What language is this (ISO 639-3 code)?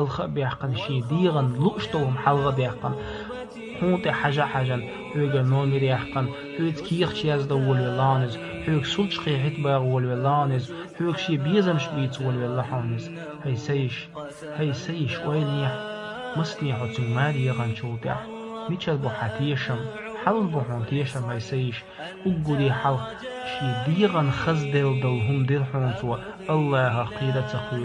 che